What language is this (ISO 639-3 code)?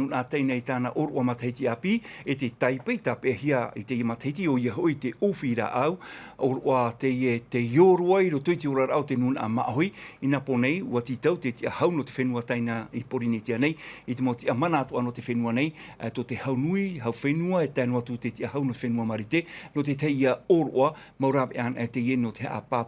tah